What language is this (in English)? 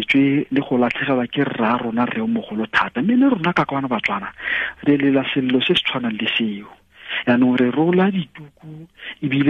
Tswana